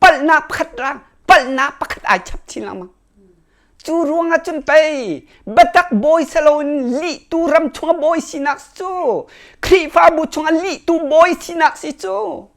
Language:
Hakha Chin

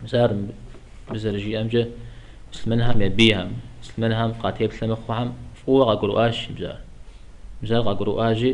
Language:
Kabardian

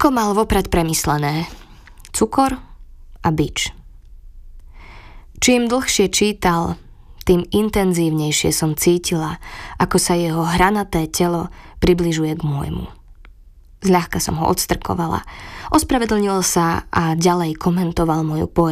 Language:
Slovak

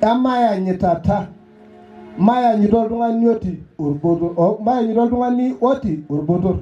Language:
Masai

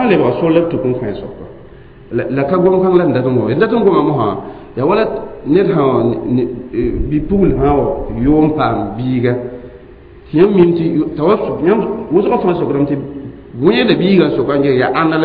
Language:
Mossi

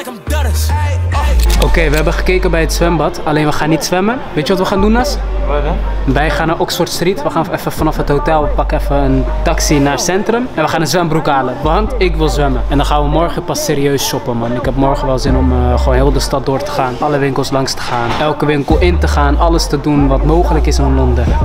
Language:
Dutch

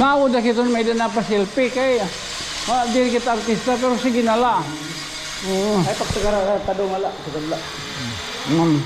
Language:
Waray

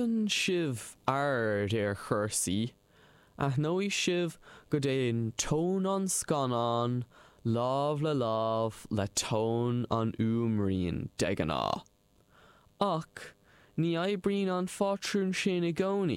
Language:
Irish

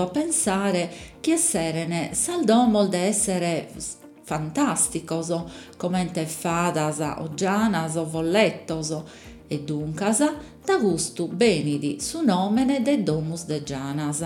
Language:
Sardinian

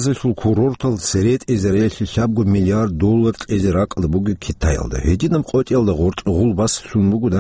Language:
Avaric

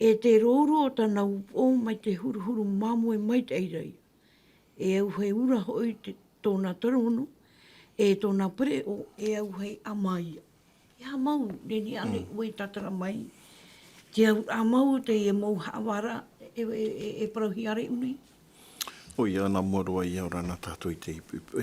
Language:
Tahitian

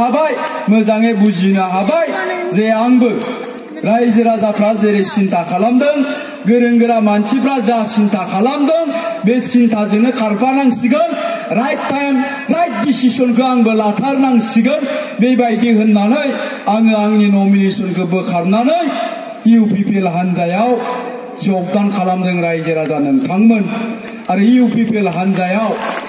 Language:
Bodo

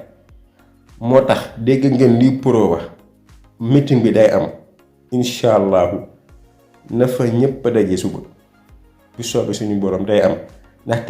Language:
Wolof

